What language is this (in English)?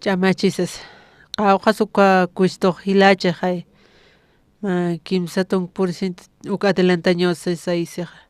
Aymara